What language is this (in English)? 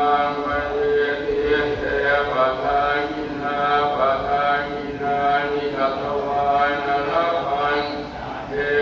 Pali